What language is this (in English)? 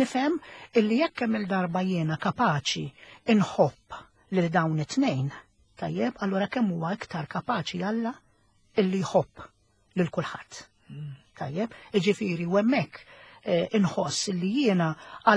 Maltese